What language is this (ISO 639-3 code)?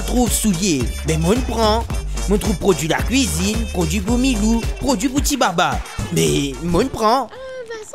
mfe